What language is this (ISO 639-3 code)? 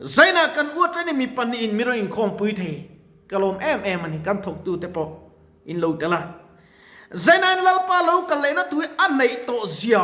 lus